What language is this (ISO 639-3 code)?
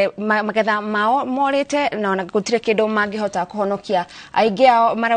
kik